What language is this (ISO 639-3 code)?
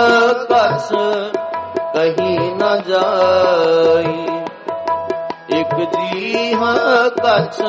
pan